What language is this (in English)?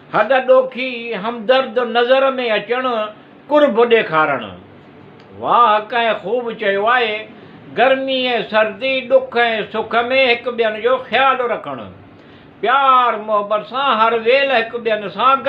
Sindhi